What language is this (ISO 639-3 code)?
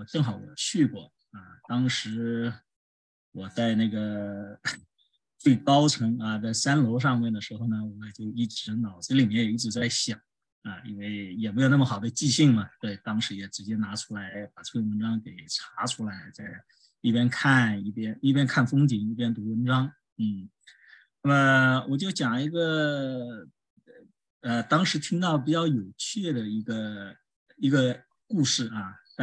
zho